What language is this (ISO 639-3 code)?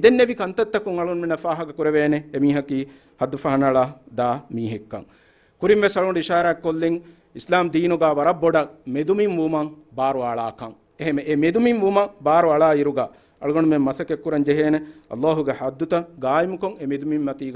div